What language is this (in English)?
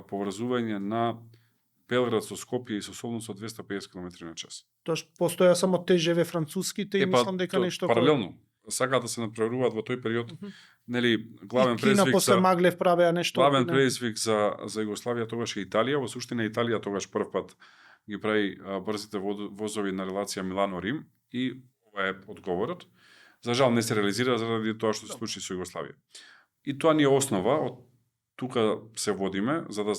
Macedonian